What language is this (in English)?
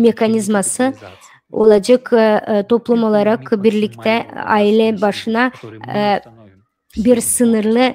Gagauz